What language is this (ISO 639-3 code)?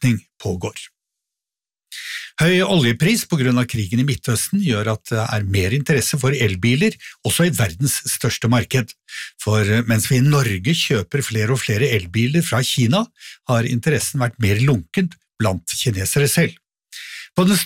nor